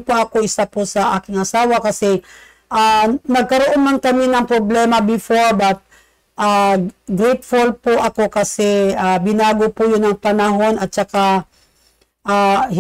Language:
Filipino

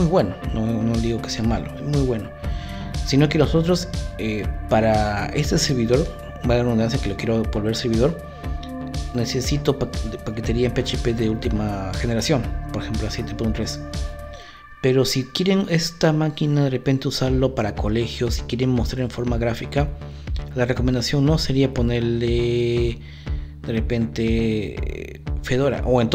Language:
Spanish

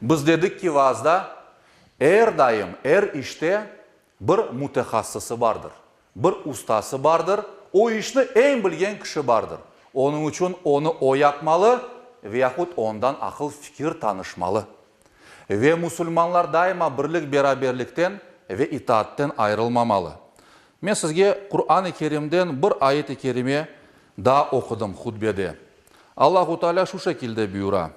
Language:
Crimean Tatar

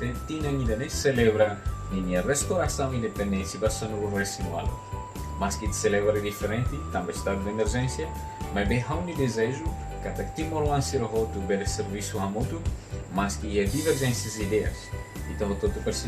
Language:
Tetum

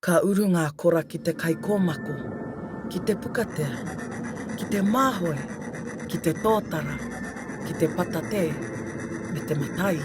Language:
Māori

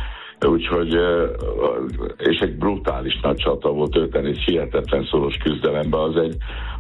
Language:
Hungarian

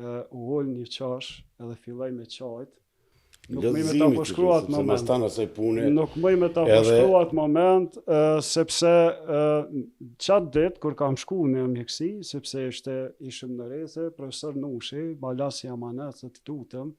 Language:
Albanian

